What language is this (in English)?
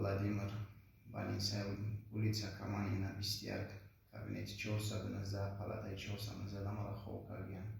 Tajik